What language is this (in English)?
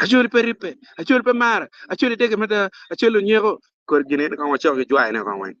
Acoli